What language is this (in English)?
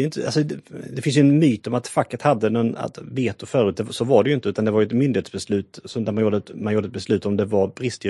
Swedish